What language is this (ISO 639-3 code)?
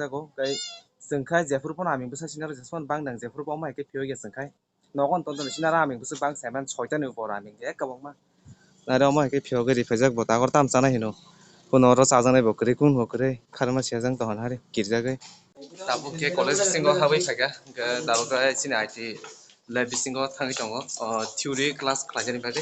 trp